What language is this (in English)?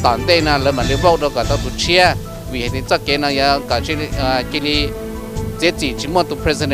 Hmong